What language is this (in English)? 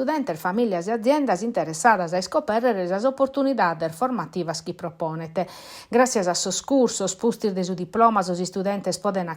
Sardinian